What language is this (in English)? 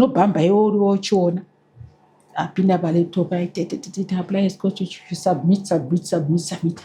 Shona